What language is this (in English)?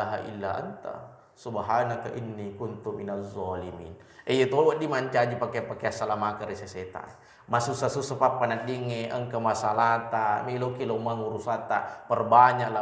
Buginese